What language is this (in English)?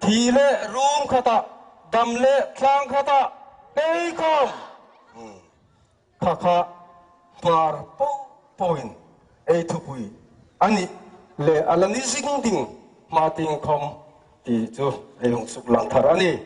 Hmar